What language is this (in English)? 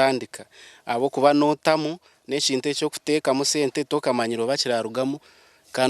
Nyankole